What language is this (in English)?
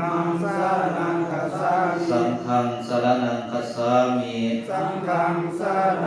Pali